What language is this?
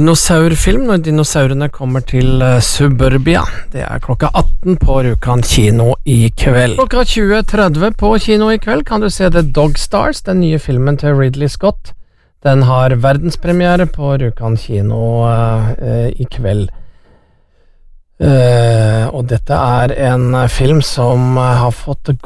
Norwegian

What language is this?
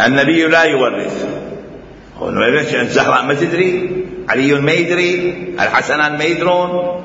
Mesopotamian Arabic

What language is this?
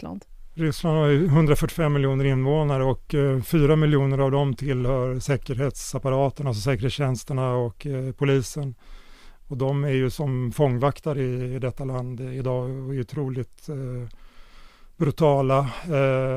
Swedish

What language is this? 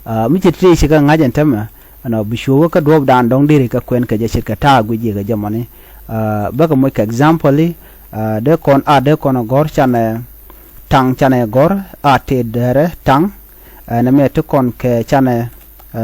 Nuer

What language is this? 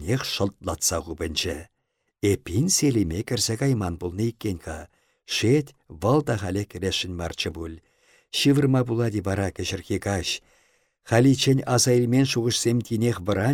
Chuvash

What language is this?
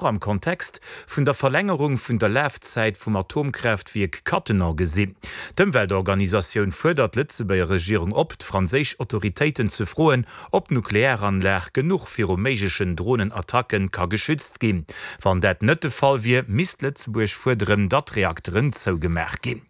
Luxembourgish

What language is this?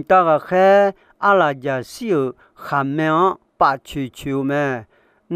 Akha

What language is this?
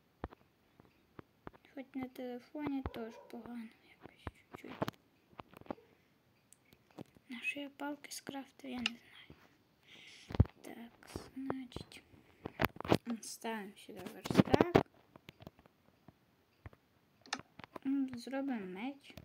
Ukrainian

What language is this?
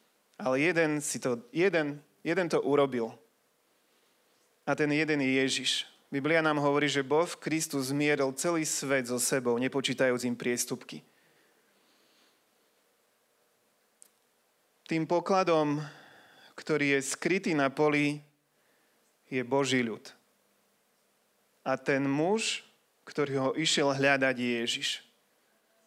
Slovak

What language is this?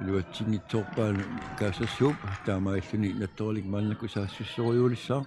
Kalaallisut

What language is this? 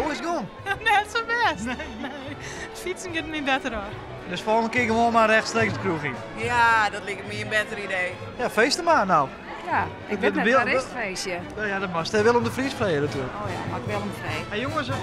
Western Frisian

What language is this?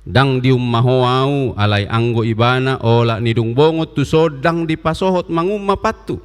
Batak Toba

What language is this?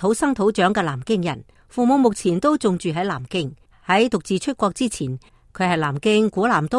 Cantonese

